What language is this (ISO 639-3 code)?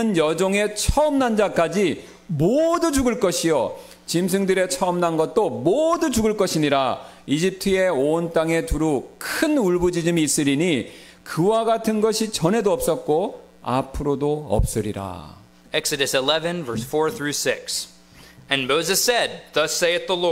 kor